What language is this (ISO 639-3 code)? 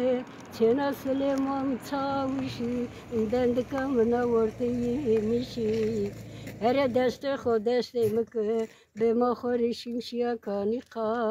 zza